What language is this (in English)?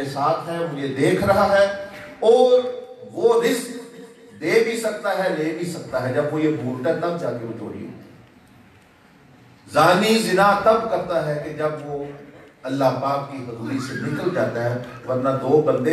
Urdu